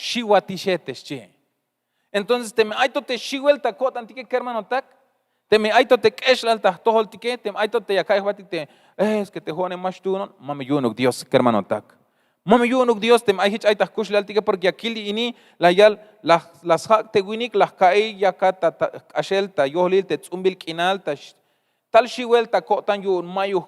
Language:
Tzeltal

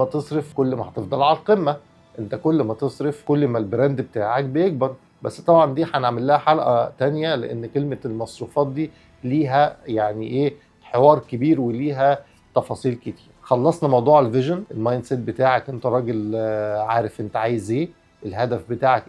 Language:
Egyptian Arabic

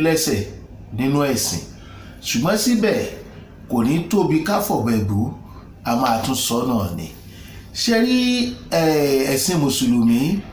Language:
Yoruba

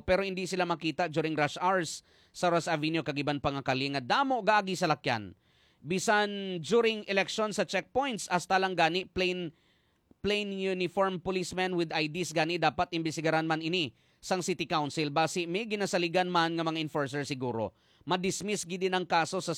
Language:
Hiligaynon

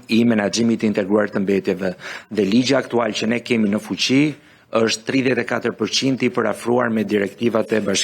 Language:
Albanian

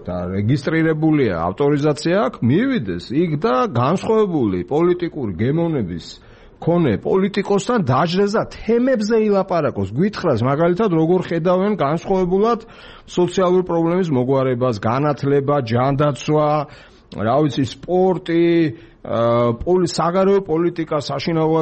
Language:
Georgian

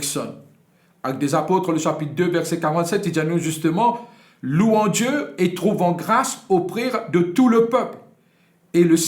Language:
Morisyen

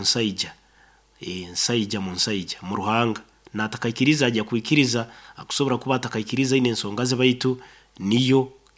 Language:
Nyoro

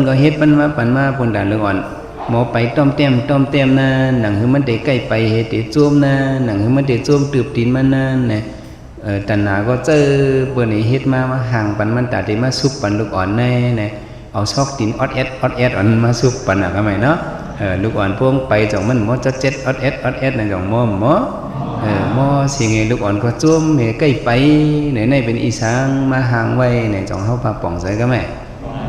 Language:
Shan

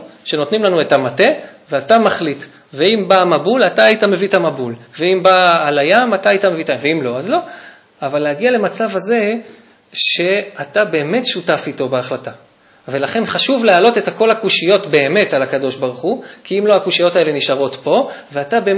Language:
Hebrew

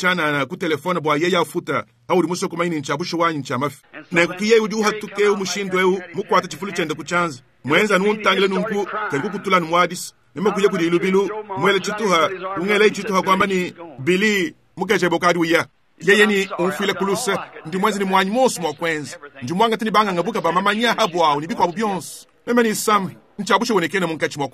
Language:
Luba-Lulua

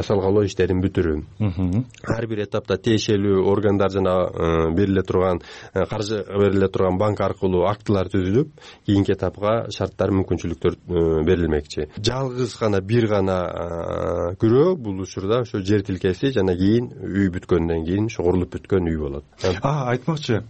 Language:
Kyrgyz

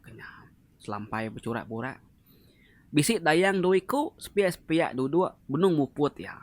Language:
Iban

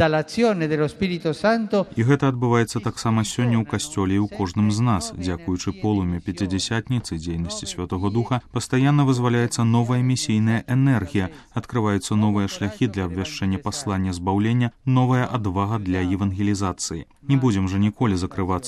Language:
Belarusian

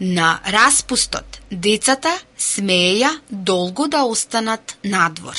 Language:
Macedonian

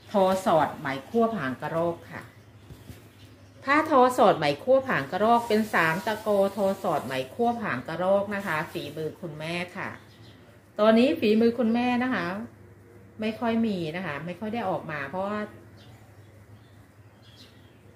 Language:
Thai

